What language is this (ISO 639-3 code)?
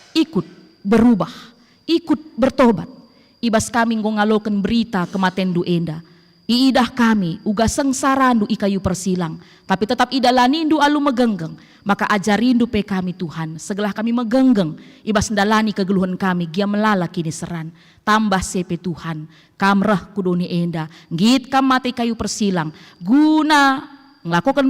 btx